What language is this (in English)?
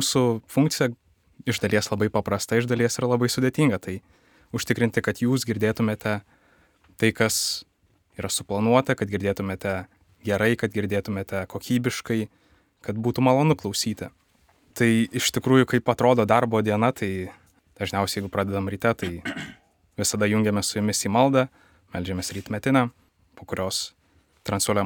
Lithuanian